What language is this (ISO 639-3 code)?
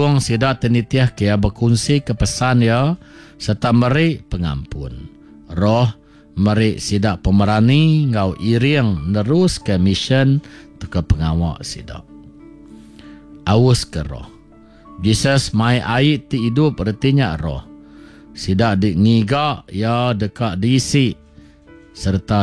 iba